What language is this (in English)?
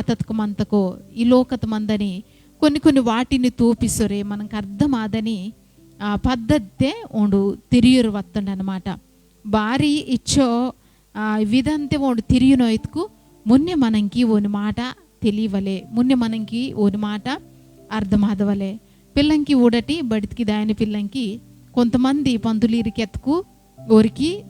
Koya